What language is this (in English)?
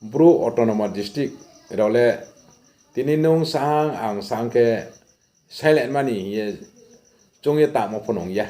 Riang (India)